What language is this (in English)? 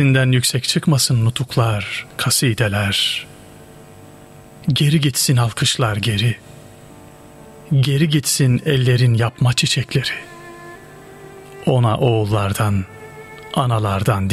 Turkish